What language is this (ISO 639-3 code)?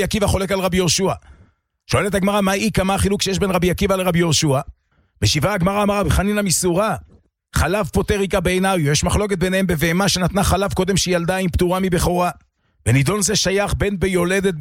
heb